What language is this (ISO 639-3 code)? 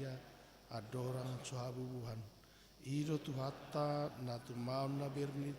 bbc